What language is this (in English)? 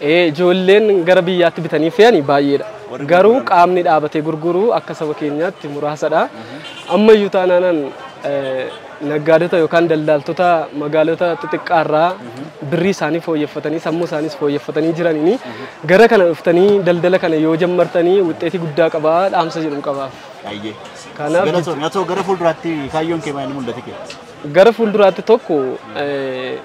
Oromo